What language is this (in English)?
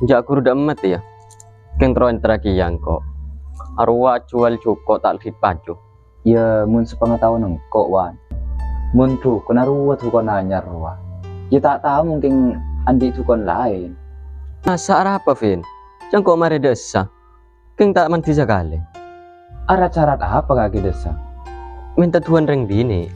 Madurese